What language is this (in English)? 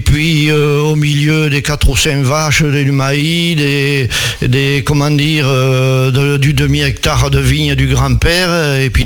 French